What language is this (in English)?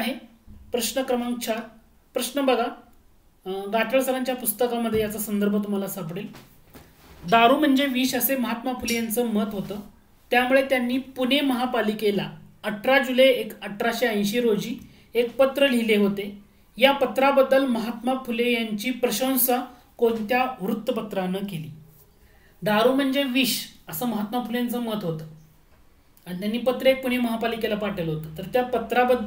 Marathi